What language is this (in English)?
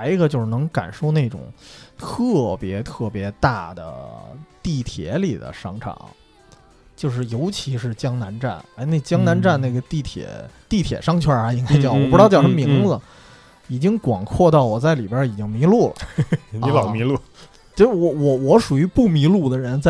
Chinese